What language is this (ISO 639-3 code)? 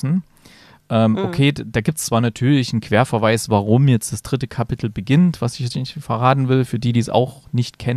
deu